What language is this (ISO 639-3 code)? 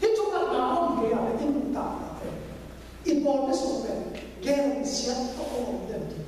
ctd